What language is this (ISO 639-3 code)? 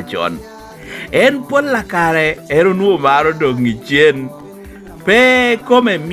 laj